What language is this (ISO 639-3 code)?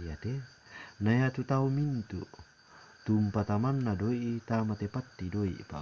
sda